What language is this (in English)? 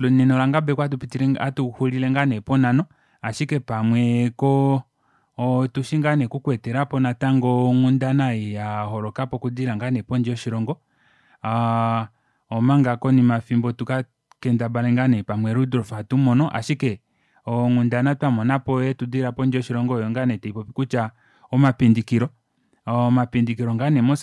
Kuanyama